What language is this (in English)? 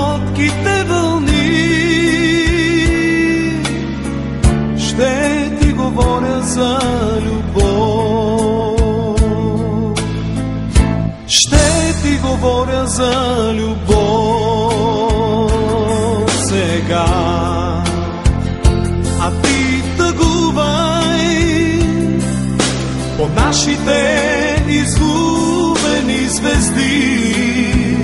Bulgarian